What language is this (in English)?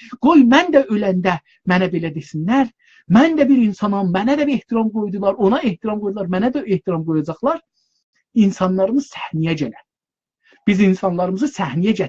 South Azerbaijani